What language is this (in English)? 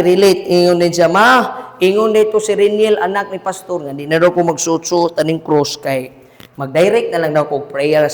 Cebuano